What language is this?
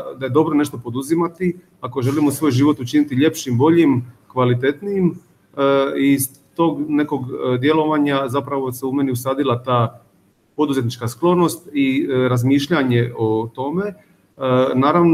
Croatian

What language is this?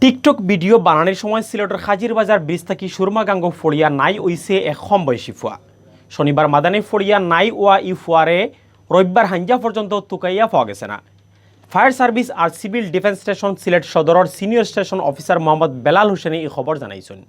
Sylheti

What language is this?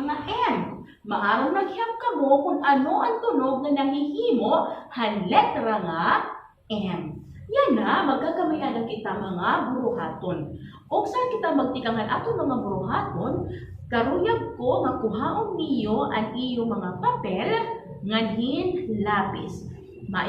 Waray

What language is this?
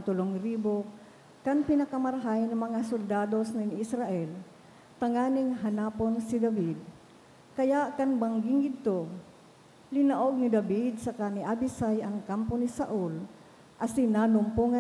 Bikol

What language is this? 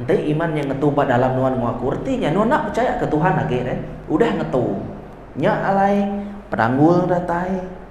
Iban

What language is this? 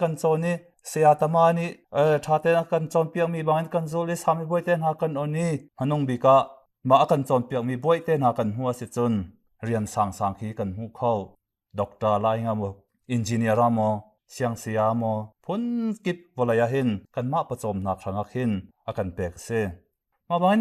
Hakha Chin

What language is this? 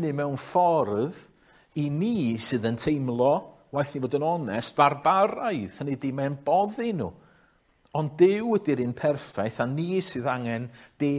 Welsh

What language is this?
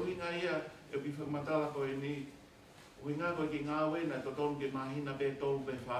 Tongan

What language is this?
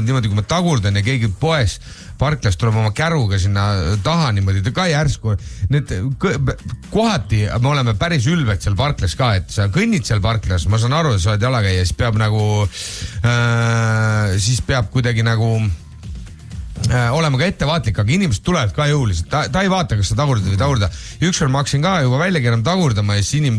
Estonian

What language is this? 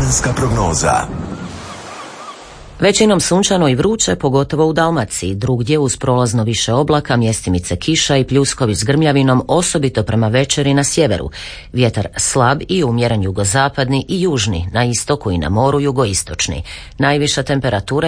Croatian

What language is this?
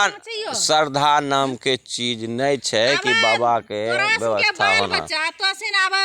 Angika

